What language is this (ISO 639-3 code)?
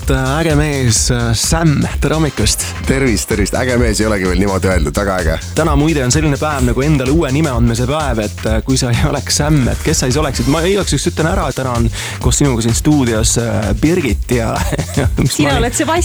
est